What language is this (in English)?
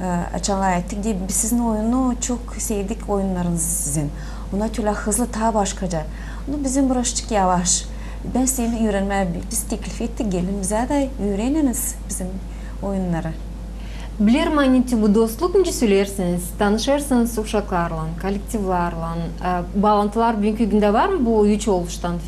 Gagauz